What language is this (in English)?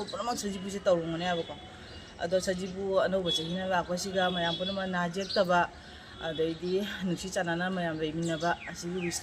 Manipuri